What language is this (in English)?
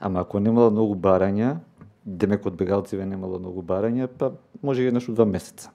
Macedonian